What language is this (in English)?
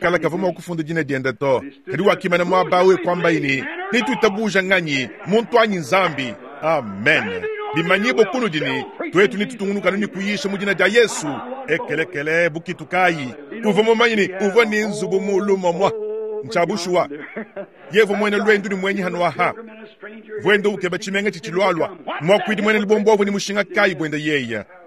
Luba-Lulua